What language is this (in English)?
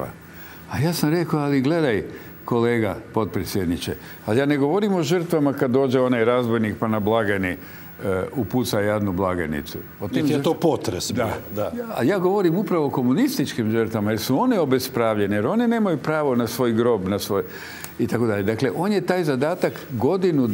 Croatian